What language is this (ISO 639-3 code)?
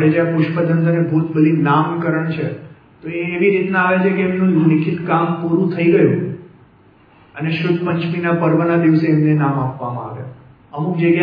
guj